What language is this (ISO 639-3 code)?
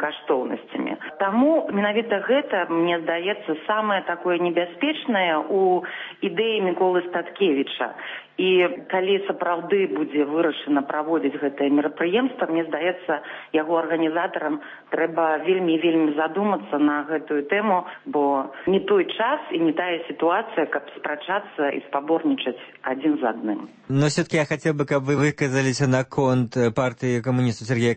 bel